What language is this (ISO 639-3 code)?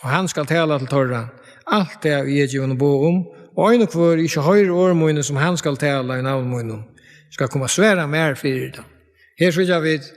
fao